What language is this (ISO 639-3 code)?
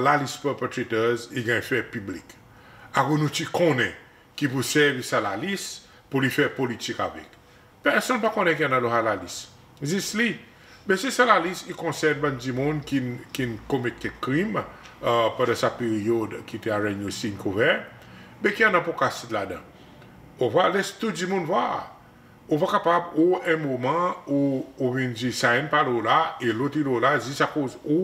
crs